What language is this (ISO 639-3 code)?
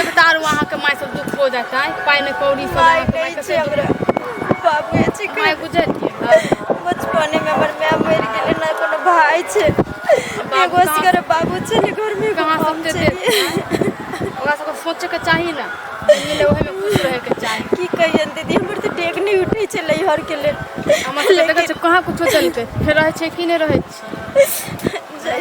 mai